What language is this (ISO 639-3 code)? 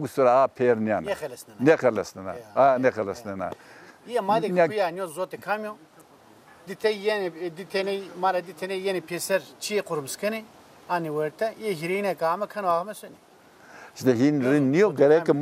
zza